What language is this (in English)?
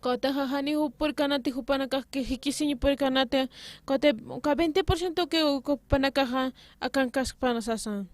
Aymara